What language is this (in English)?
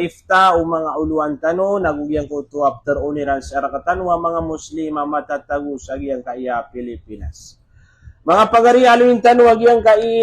Maranao